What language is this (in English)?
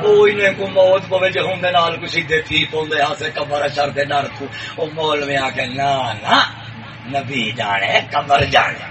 Saraiki